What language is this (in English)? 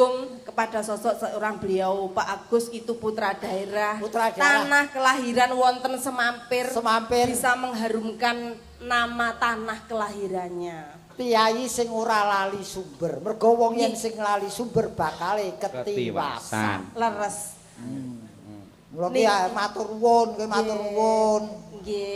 Javanese